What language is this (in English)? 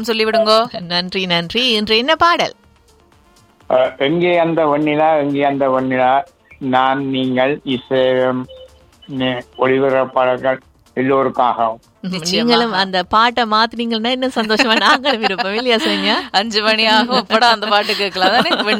Tamil